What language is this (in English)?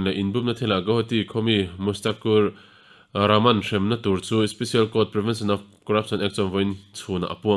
Mizo